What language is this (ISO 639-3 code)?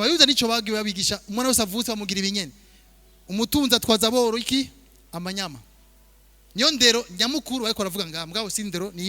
run